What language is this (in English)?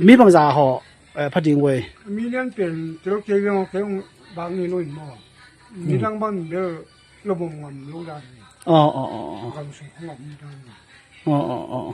Tedim Chin